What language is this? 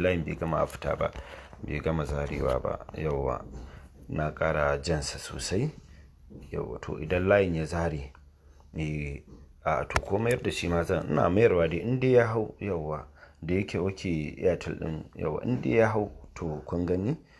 Hausa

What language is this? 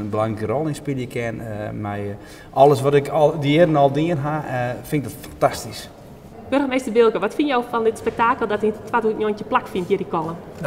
Western Frisian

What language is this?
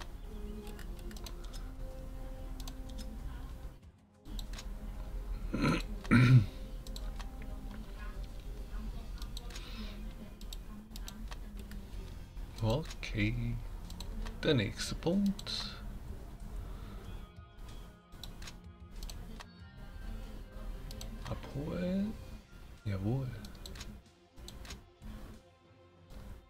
German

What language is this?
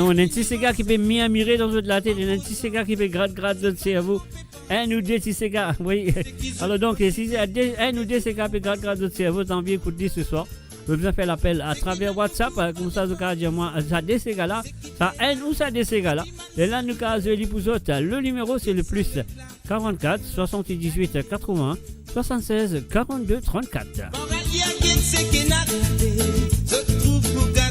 Morisyen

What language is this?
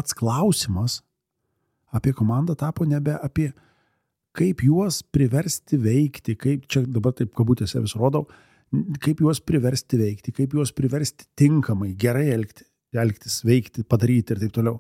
Lithuanian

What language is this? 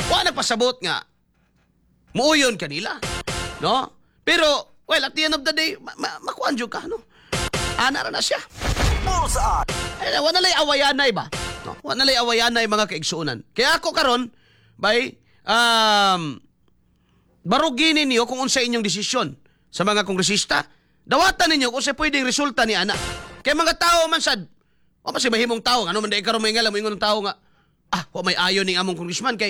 Cebuano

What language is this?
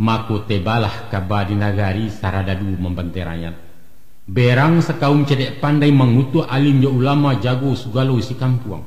Minangkabau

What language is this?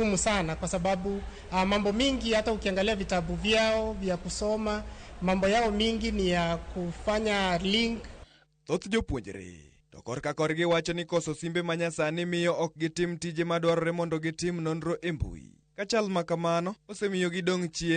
Luo (Kenya and Tanzania)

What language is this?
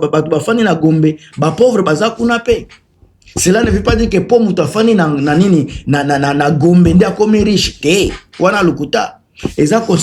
Lingala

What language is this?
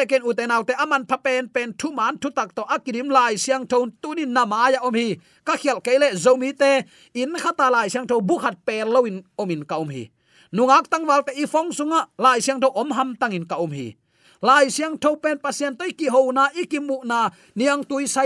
Tedim Chin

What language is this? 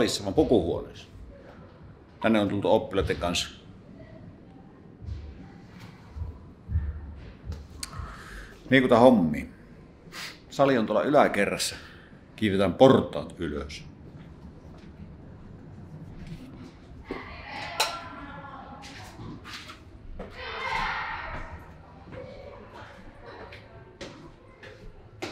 Finnish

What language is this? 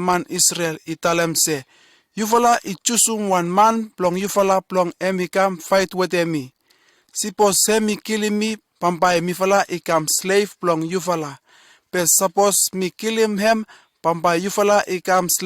Bislama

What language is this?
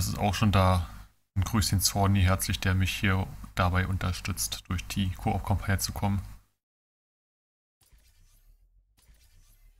German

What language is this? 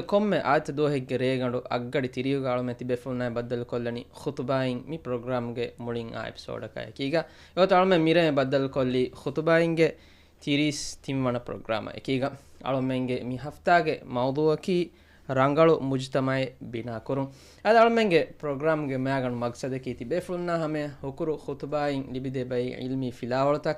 Divehi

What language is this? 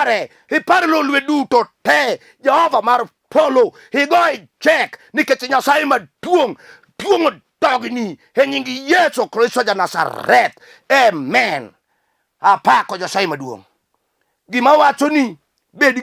Luo (Kenya and Tanzania)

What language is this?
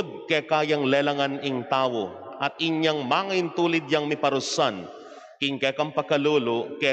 Pampanga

